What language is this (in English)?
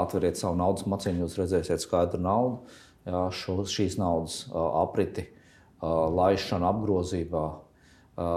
Latvian